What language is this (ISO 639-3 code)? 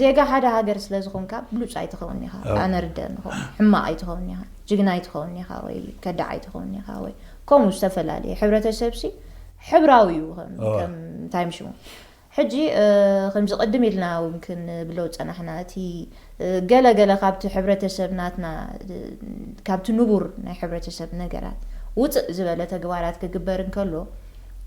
tir